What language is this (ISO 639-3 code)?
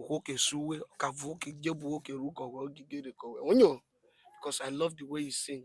urh